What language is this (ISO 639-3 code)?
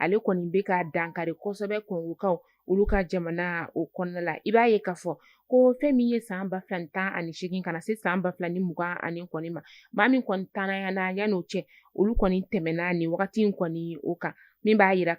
bam